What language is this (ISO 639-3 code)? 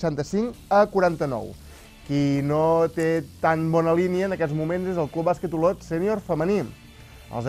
cat